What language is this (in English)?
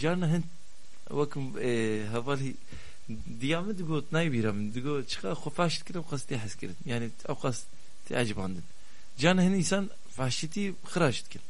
Kurdish